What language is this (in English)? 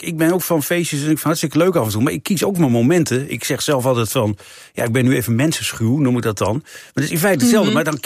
Dutch